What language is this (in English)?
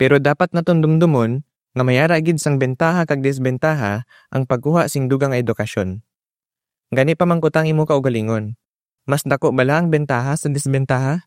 Hiligaynon